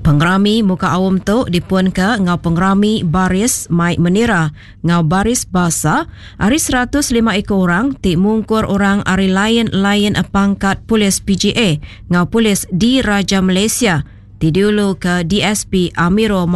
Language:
Iban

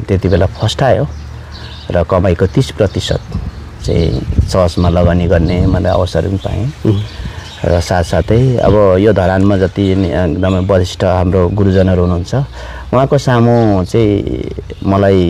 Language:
Nepali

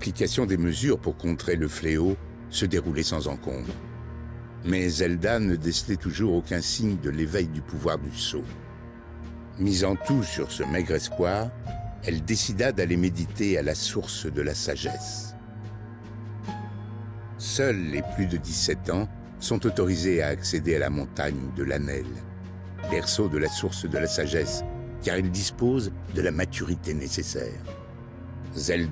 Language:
French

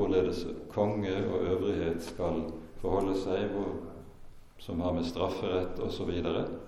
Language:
Norwegian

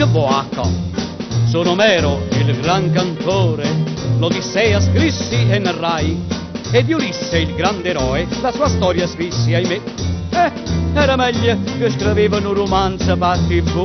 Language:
Neapolitan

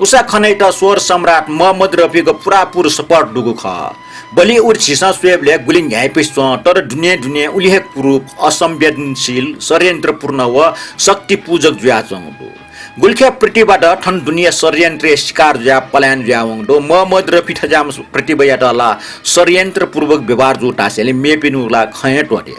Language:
Newari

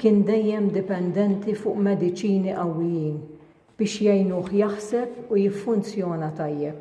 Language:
Maltese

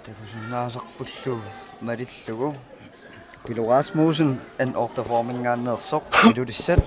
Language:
Kalaallisut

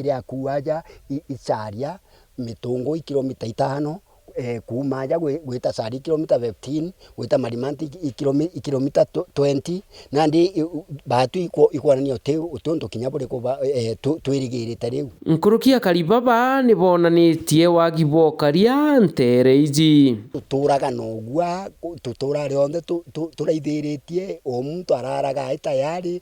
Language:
Meru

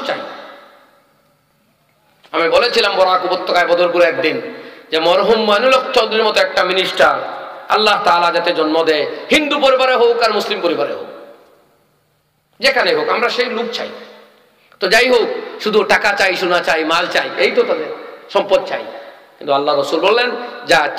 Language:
Bangla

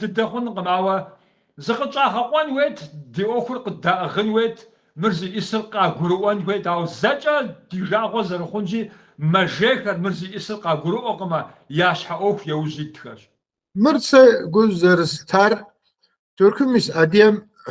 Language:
Kabardian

